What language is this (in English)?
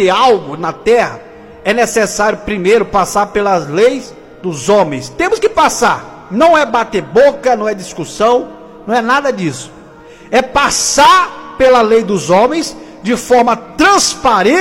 Portuguese